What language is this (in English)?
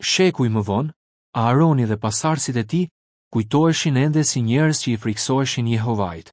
Albanian